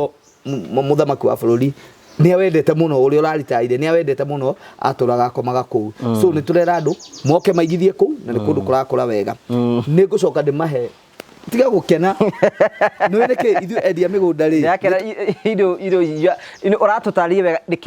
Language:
Kikuyu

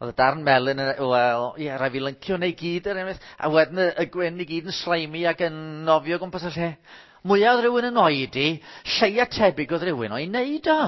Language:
Welsh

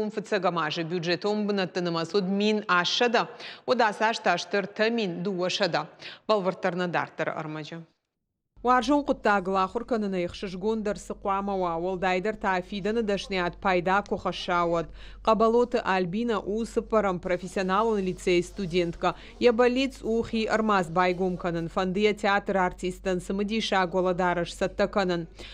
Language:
Ossetic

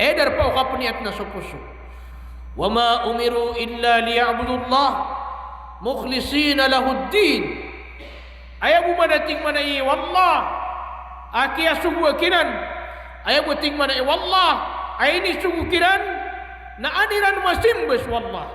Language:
Maranao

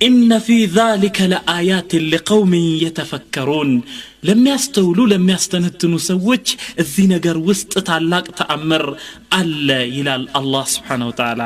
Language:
Amharic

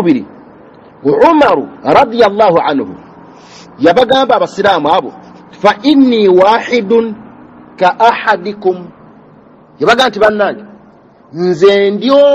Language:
Ganda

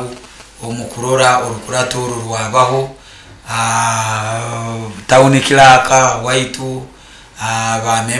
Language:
Nyoro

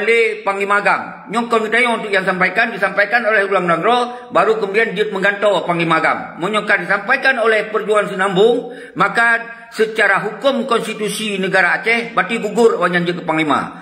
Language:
Achinese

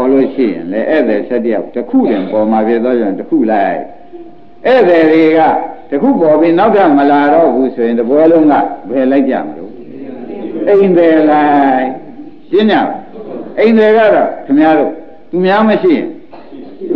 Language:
Burmese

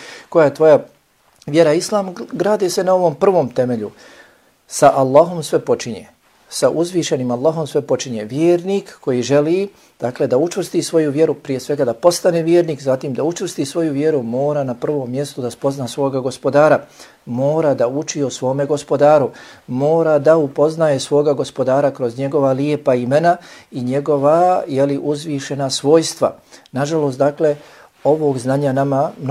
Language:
Bosnian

